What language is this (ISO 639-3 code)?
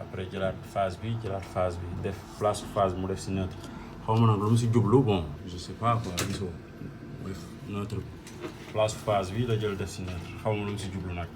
wol